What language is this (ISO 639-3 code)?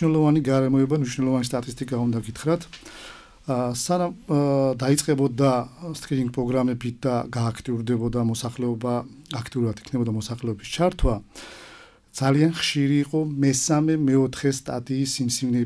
kat